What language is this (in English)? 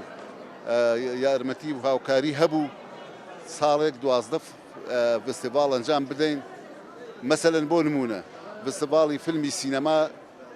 Central Kurdish